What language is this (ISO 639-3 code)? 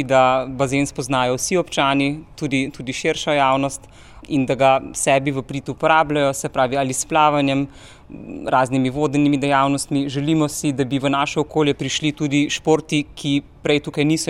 slv